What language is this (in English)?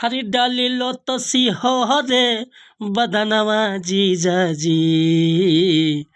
Bhojpuri